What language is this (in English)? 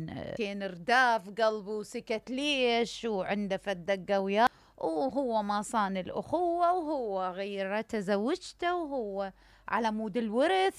Mesopotamian Arabic